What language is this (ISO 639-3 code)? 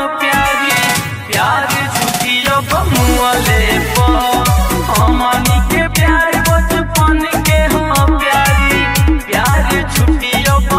bho